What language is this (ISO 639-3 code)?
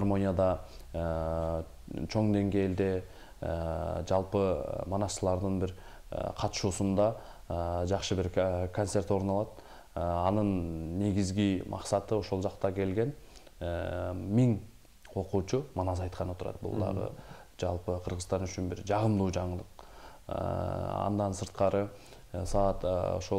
kir